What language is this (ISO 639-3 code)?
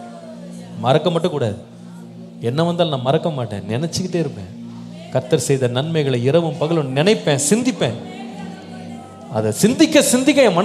tam